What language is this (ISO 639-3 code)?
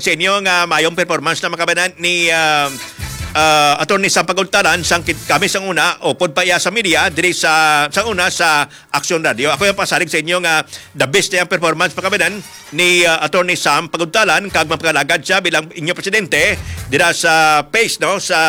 hil